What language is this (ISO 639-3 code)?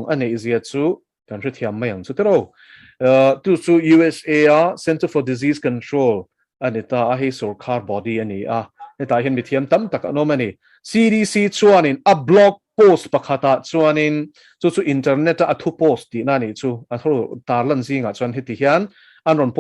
lus